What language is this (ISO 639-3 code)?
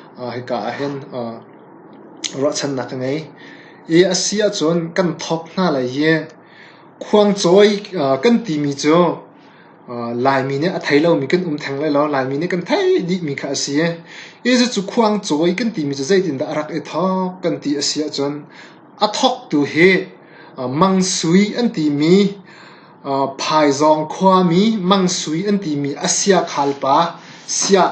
cnh